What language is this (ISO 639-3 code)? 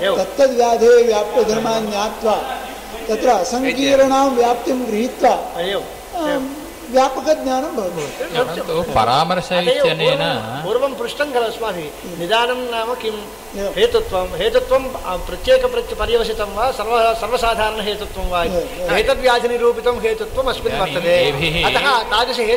san